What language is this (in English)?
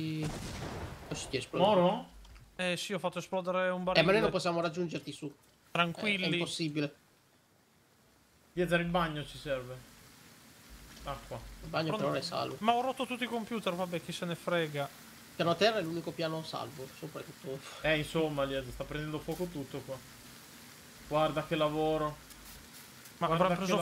Italian